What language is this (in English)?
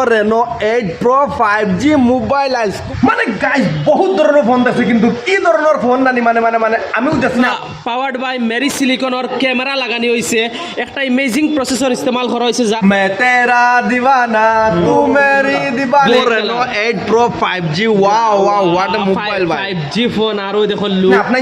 Sylheti